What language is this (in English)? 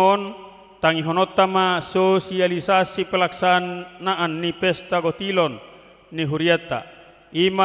Batak Toba